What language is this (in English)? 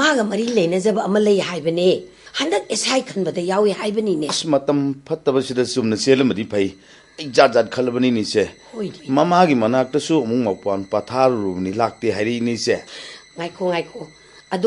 Manipuri